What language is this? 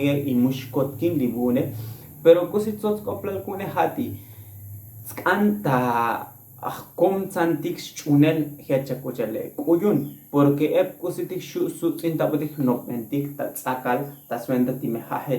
Tzotzil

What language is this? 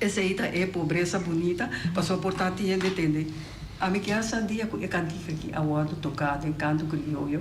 Papiamento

